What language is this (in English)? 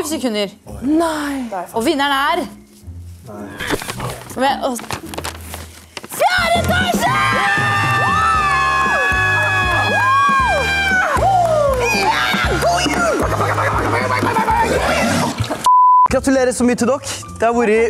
Norwegian